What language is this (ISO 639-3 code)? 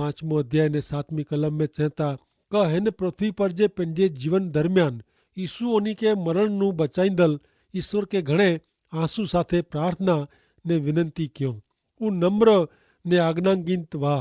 kfr